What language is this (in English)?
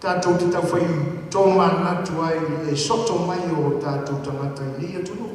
Samoan